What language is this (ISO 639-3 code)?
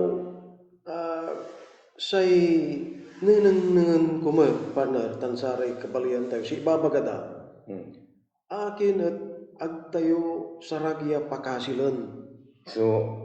pag